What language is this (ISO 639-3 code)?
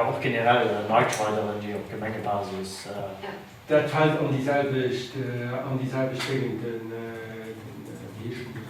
ltz